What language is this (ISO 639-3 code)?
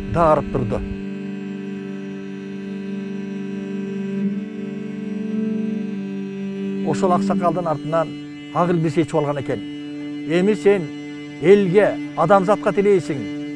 kir